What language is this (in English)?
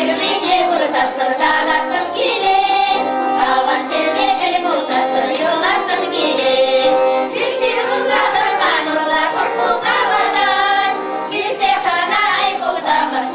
Chuvash